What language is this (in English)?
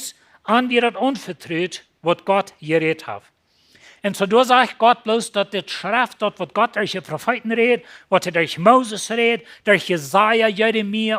Plautdietsch